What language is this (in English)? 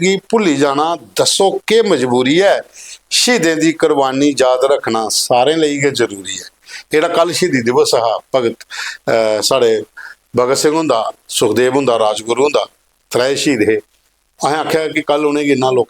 Dogri